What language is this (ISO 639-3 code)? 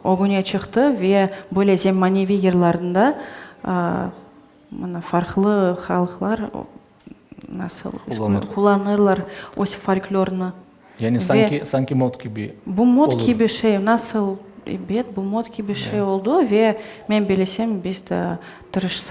crh